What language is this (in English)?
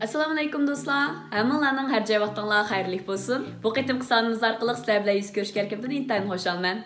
Uyghur